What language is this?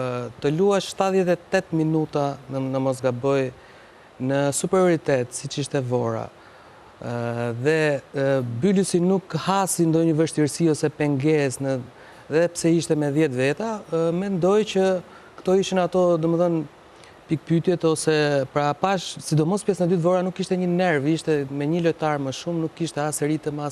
Albanian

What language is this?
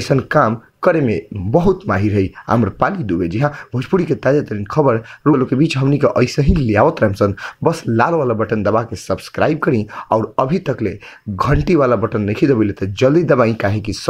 Bhojpuri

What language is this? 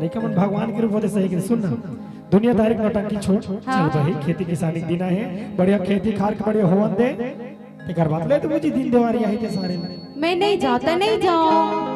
Chhattisgarhi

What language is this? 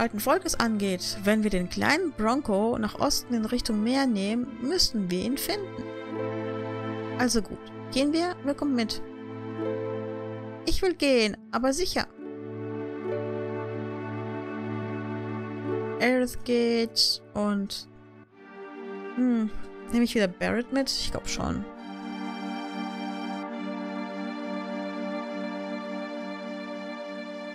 German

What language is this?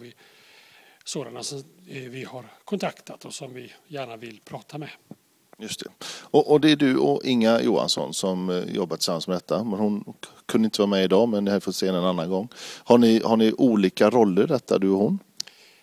Swedish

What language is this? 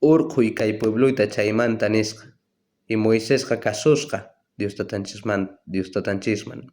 South Bolivian Quechua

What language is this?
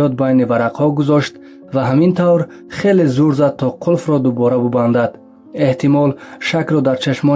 Tajik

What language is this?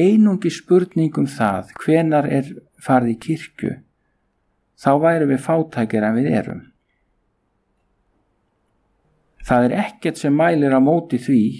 Icelandic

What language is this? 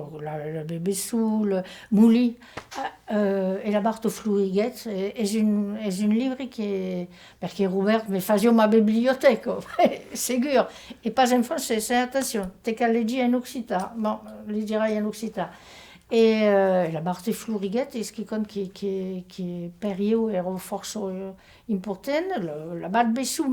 Occitan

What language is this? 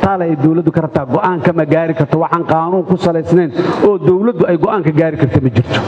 Somali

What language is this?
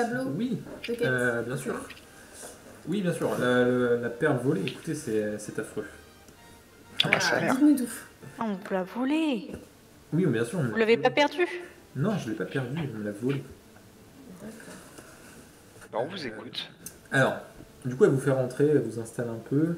French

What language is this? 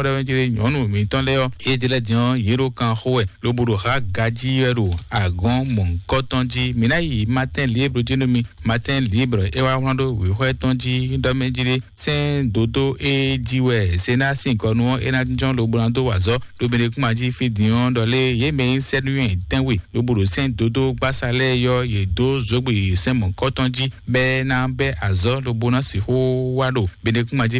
Fon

